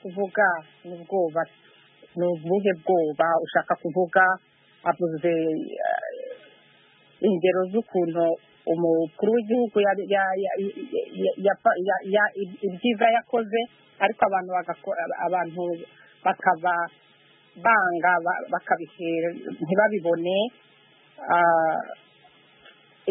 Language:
Kinyarwanda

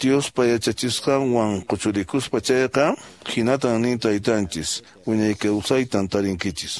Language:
Quechua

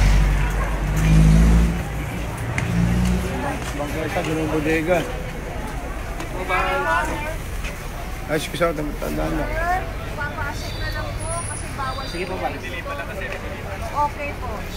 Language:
Filipino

